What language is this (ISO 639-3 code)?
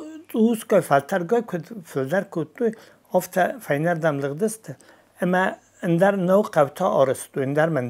oss